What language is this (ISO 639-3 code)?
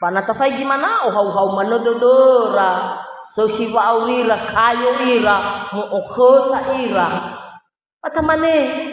nia